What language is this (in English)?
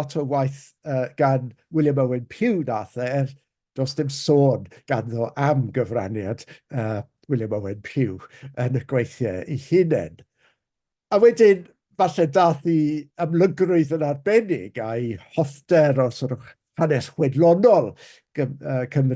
Welsh